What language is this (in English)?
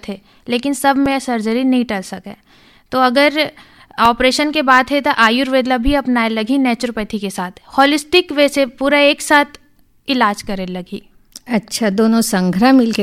Hindi